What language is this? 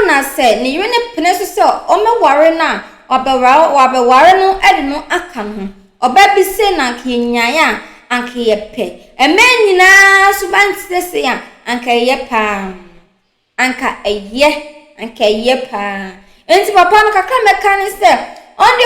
Akan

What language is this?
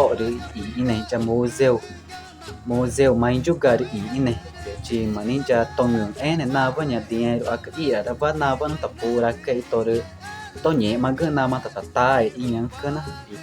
Ticuna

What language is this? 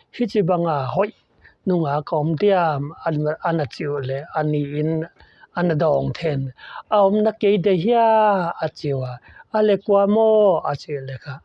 Paite Chin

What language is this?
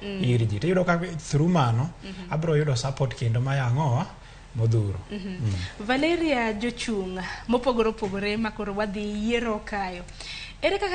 Luo (Kenya and Tanzania)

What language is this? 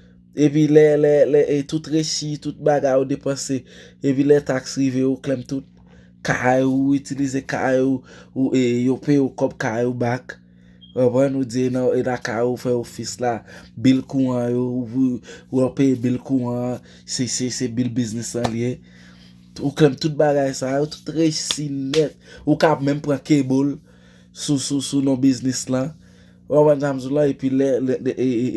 Haitian Creole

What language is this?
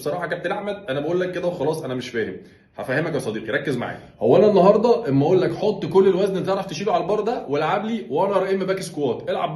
Egyptian Arabic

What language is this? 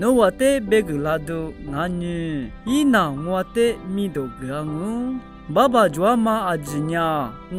Lisu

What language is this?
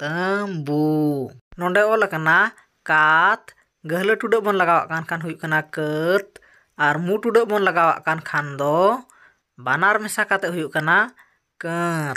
Santali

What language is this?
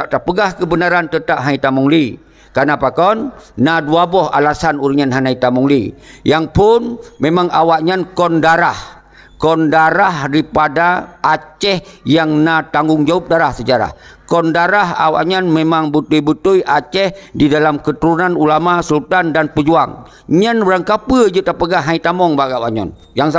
Achinese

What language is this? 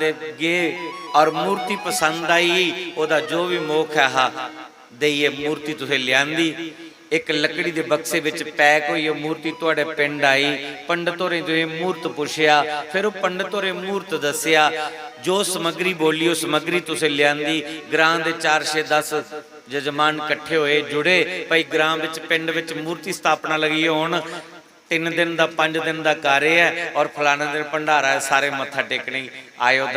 Dogri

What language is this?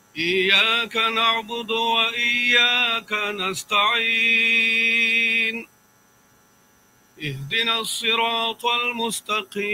Arabic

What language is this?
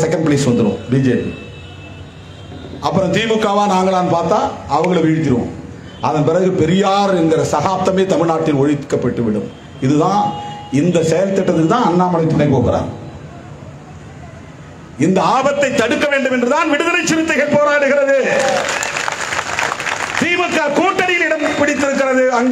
Tamil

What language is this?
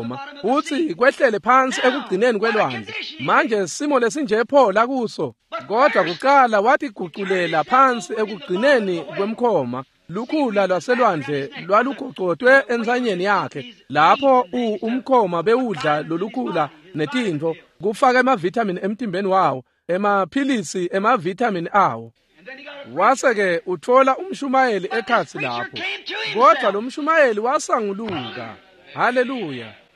Swati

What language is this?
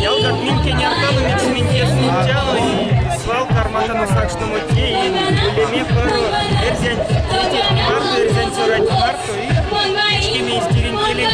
Erzya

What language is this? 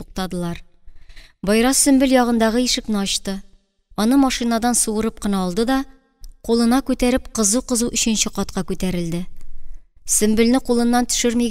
Tatar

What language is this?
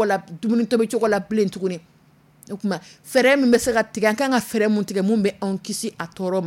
Dyula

